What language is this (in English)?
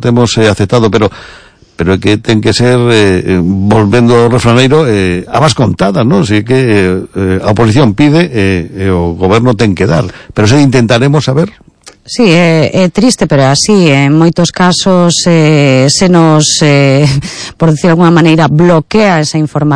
Galician